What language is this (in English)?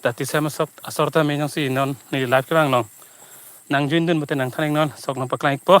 Karbi